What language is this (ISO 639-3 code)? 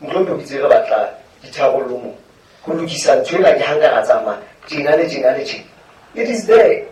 sot